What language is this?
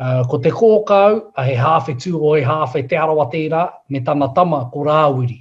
Māori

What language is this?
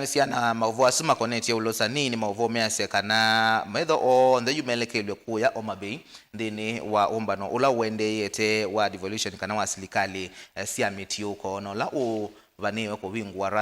Kamba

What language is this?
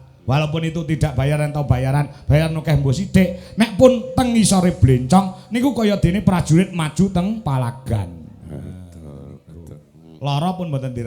Javanese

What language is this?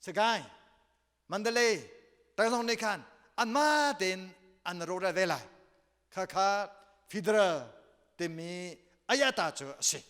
Hakha Chin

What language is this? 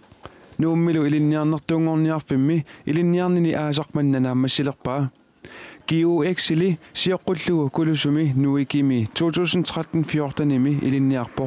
Kalaallisut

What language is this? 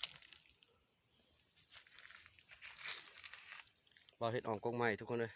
Lao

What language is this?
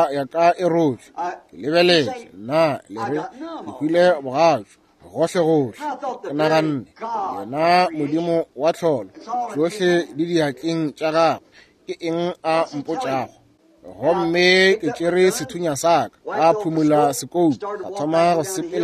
Northern Sotho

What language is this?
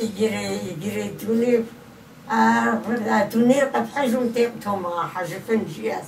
Kabardian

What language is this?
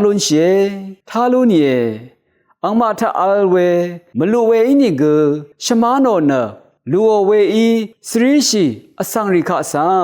Rawang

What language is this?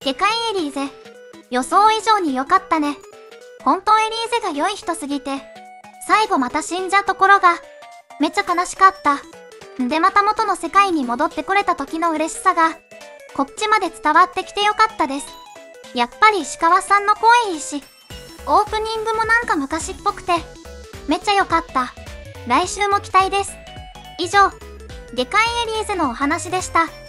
Japanese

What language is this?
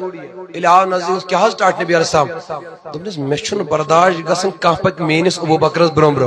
Kashmiri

